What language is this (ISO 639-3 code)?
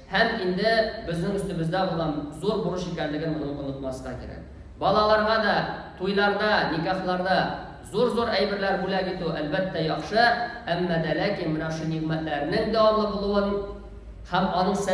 tat